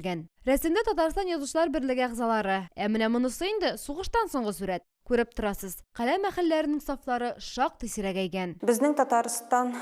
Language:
Tatar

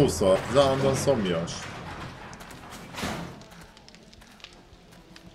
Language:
Hungarian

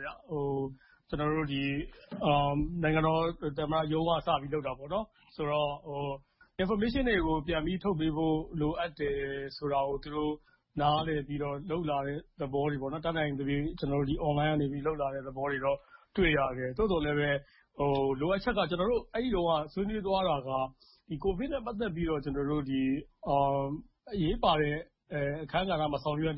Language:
Burmese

